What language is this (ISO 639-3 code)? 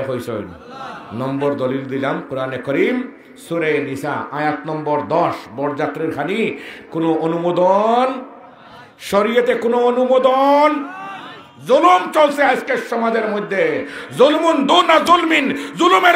syl